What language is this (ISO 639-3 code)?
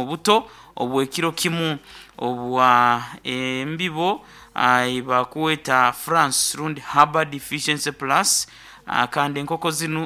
nyo